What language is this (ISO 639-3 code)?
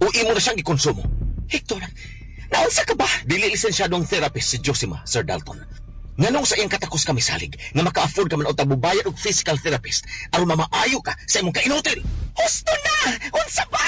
ceb